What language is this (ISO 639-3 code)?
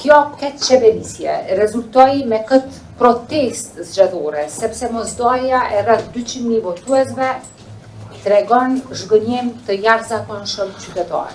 sqi